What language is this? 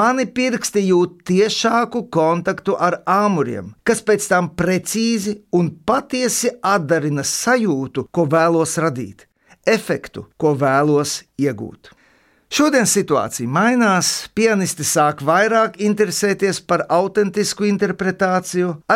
Latvian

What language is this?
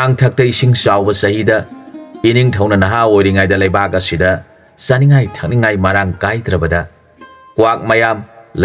Manipuri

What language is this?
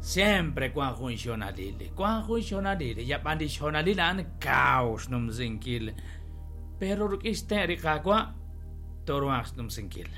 Kekchí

